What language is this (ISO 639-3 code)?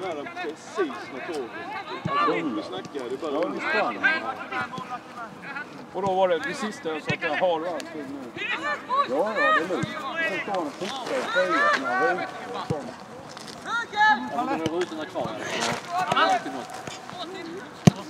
swe